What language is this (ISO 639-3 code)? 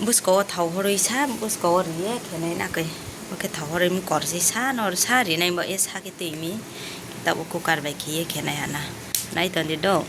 ria